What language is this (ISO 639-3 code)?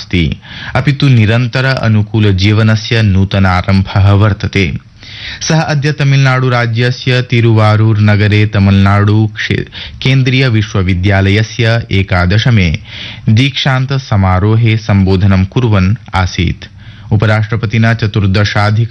san